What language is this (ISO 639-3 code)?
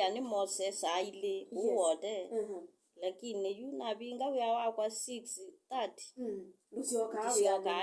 kam